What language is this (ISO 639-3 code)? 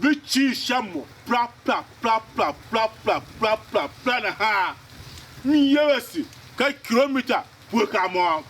tiv